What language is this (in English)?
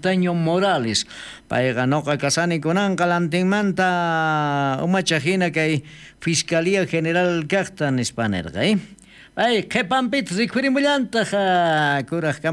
South Bolivian Quechua